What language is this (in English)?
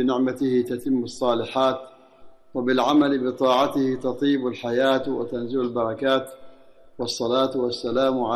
Arabic